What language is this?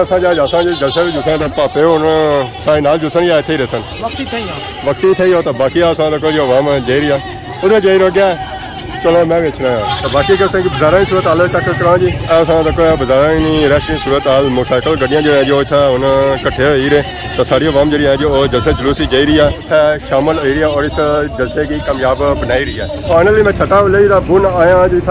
Pahari-Potwari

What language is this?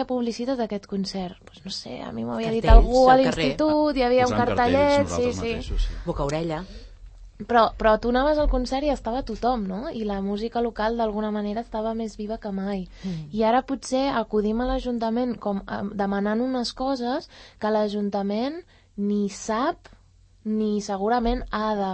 Catalan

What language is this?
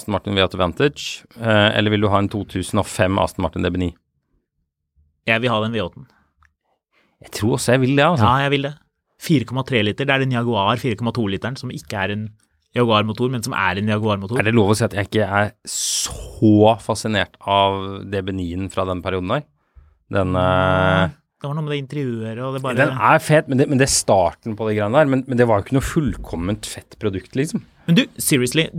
Norwegian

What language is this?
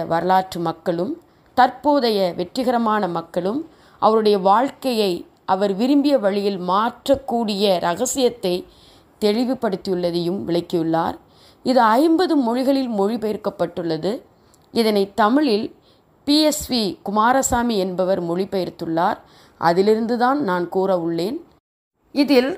Tamil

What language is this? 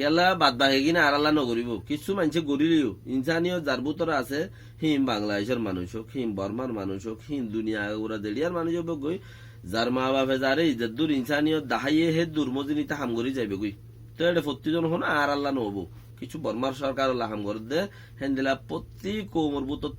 Rohingya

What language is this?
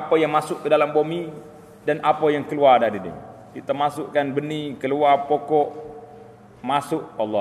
Malay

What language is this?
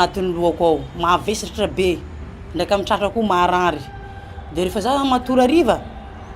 Malagasy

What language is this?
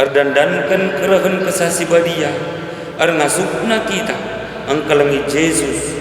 Batak Karo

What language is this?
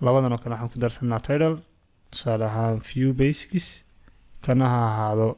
Somali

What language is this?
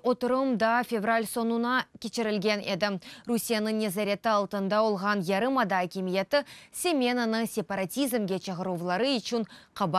Crimean Tatar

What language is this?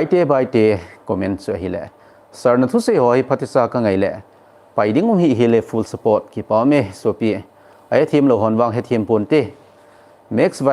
Thado Chin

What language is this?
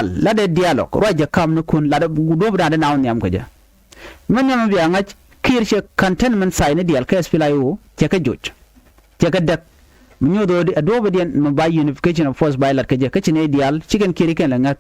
Nuer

